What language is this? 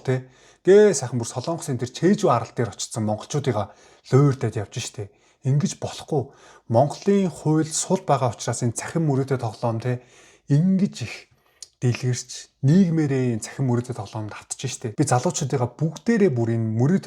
Mongolian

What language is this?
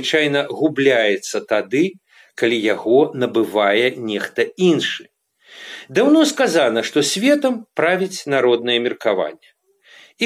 Belarusian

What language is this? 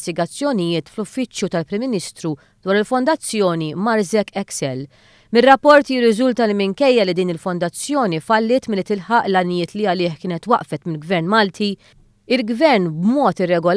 Maltese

